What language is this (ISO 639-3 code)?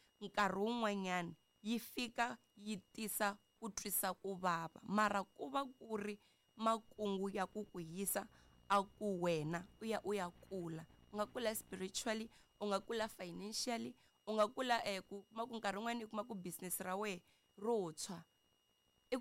tso